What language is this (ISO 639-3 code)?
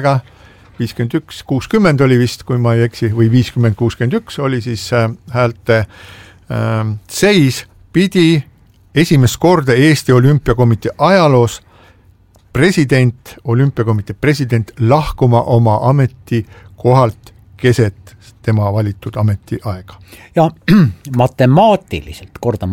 est